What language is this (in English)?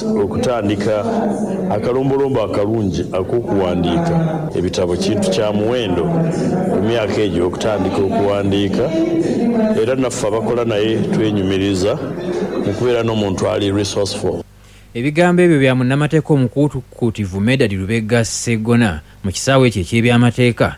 Ganda